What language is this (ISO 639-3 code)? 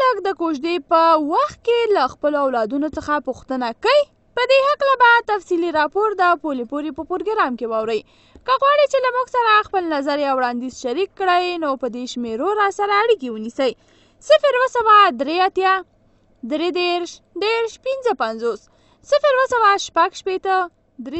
pus